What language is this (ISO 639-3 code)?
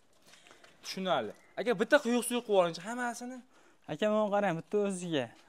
uzb